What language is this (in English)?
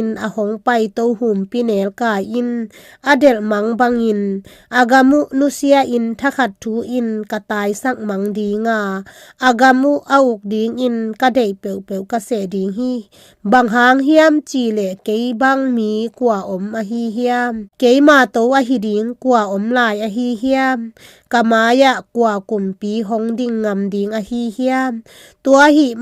Tedim Chin